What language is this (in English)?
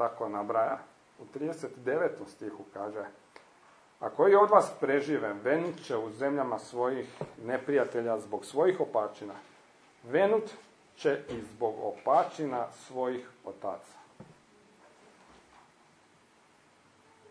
Croatian